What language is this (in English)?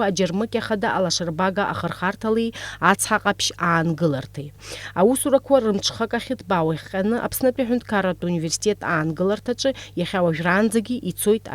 Abkhazian